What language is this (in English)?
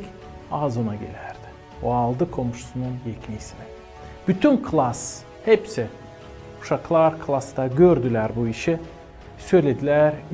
Gagauz